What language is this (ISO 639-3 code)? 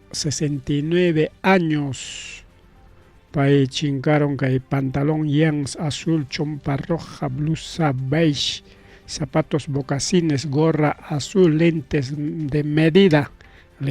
quy